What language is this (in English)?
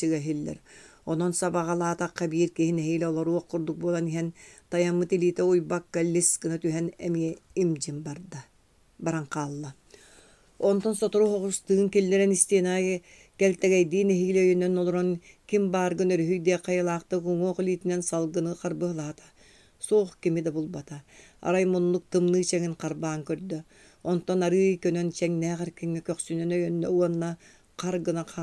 Yakut